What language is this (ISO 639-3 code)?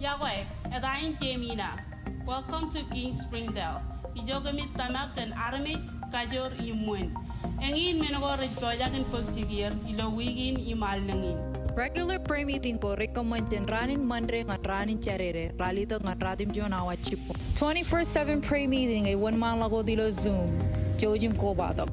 mah